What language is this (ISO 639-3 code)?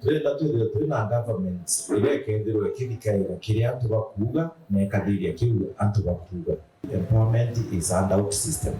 mer